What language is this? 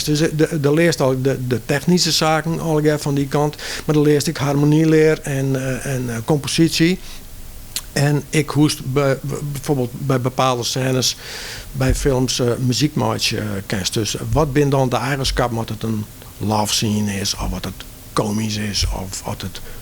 Western Frisian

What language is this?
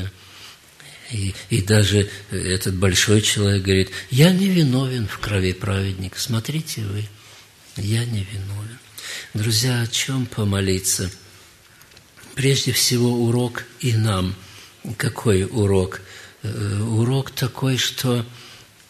Russian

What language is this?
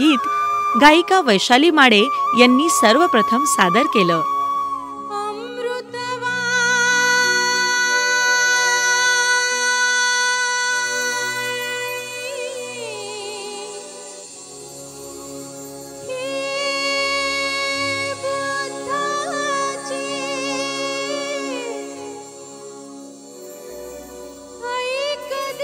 Marathi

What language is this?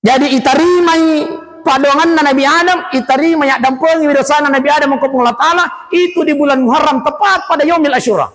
Buginese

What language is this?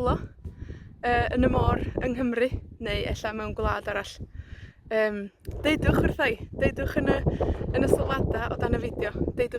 Welsh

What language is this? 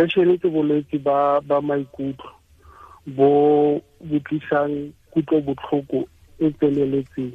Tswana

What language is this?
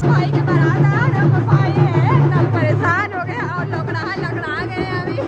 Chhattisgarhi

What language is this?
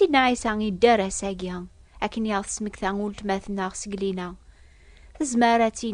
Kabyle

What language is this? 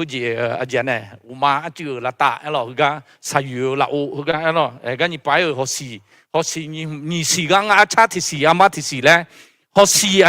Akha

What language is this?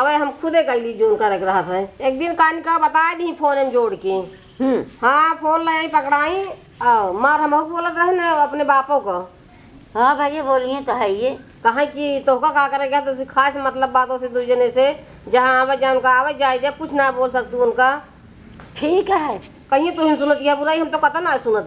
Awadhi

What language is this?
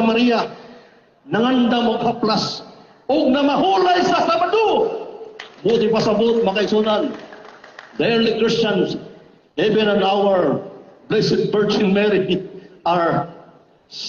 Cebuano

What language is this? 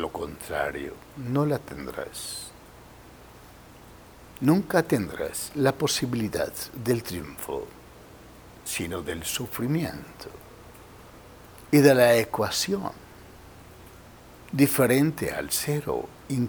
Spanish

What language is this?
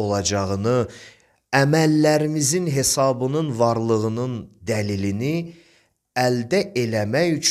Azerbaijani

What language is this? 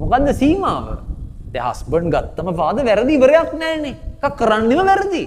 Sinhala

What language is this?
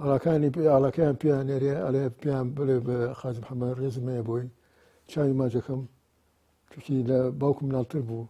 Central Kurdish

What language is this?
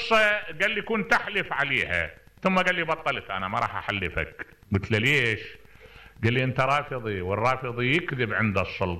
Mesopotamian Arabic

